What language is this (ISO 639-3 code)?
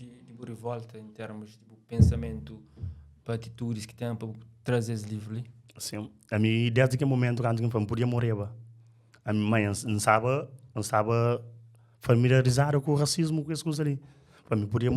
kea